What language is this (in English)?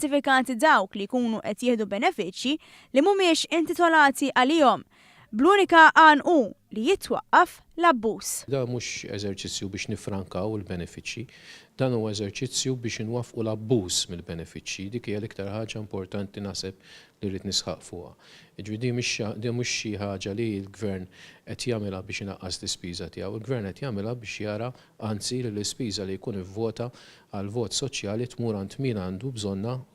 Maltese